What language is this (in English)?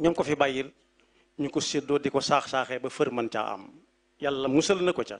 Wolof